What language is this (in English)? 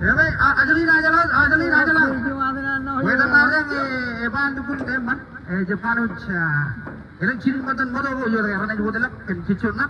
Marshallese